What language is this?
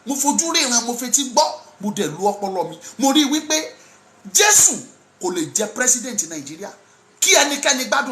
Yoruba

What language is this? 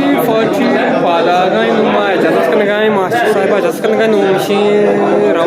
Eastern Balochi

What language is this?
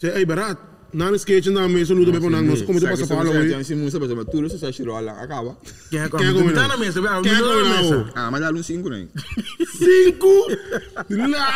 Papiamento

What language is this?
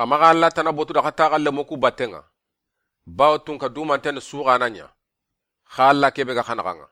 Soninke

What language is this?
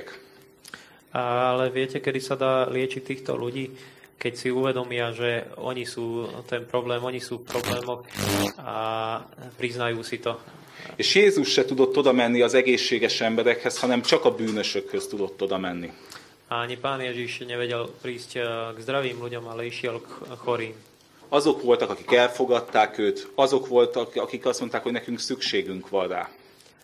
Slovak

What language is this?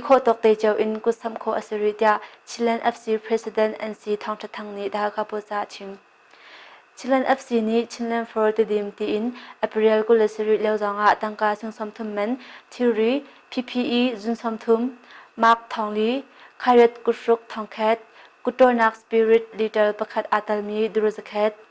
Hakha Chin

